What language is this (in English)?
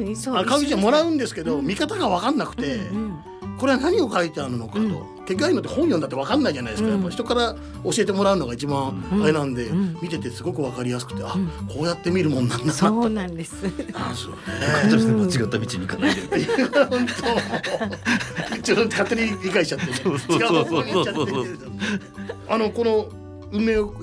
Japanese